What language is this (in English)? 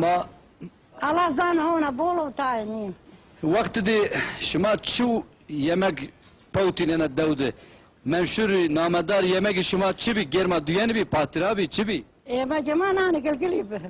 Zaza